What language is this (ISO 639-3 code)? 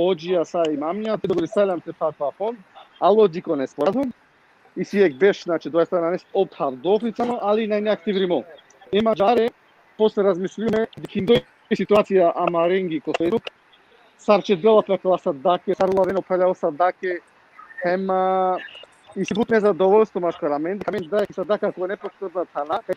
rmn